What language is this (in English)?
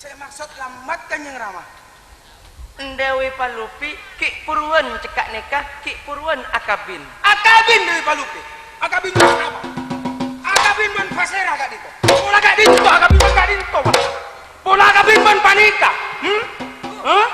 Madurese